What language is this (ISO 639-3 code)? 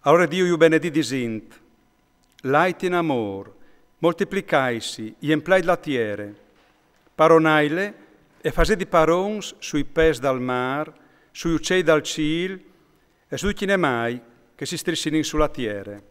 fur